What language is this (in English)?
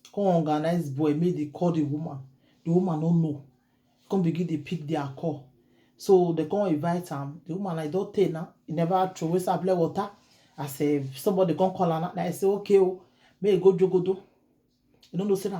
Nigerian Pidgin